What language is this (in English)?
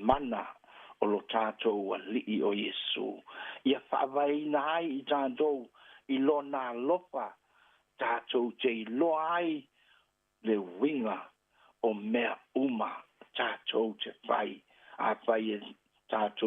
Samoan